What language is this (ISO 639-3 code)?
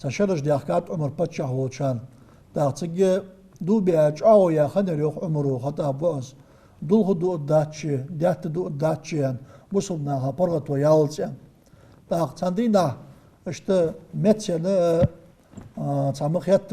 inh